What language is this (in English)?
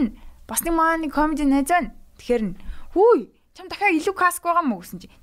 Mongolian